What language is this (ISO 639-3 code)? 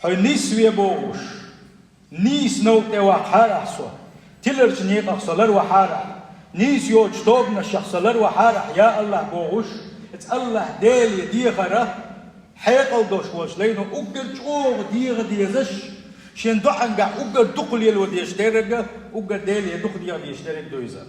che